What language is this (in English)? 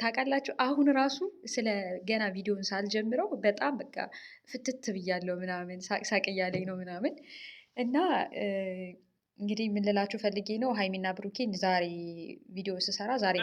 Amharic